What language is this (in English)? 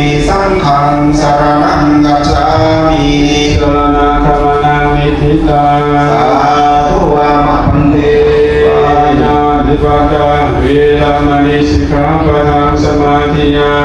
Pali